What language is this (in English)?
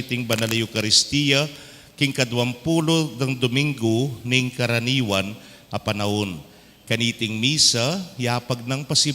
Pampanga